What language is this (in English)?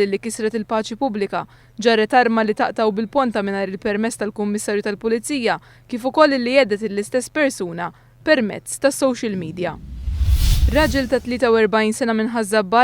Maltese